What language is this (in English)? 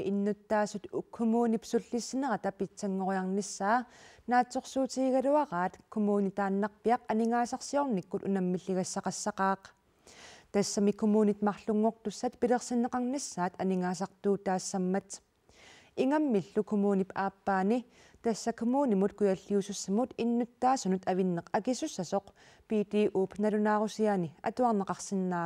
Kalaallisut